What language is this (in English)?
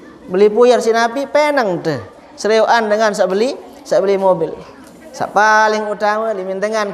Sasak